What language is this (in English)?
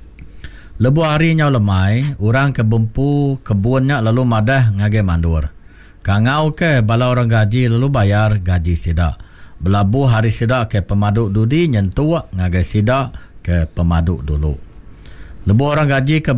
Iban